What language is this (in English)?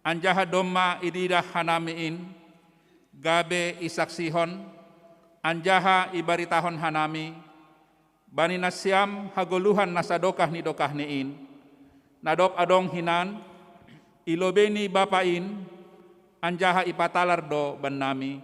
Batak Simalungun